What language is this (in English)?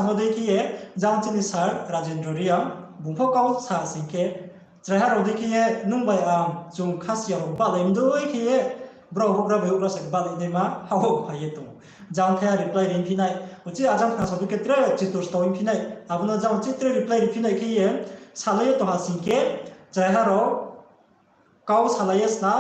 Riang (India)